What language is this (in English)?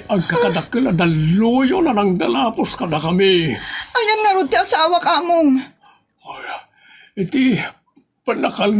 Iloko